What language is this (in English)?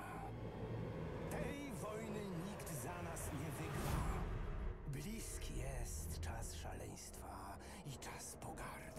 Polish